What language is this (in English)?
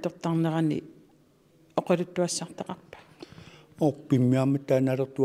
Kalaallisut